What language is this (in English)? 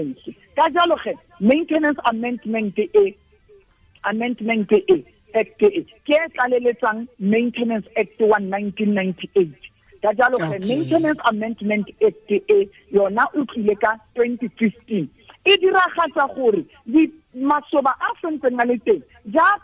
Tswana